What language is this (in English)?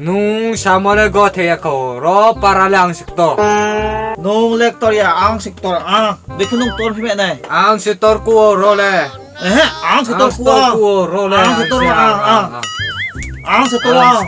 Riang (India)